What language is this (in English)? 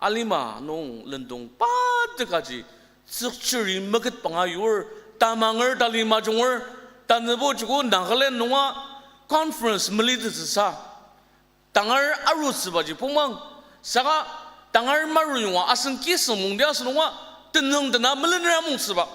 Ao Naga